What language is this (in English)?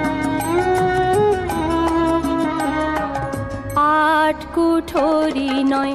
Bangla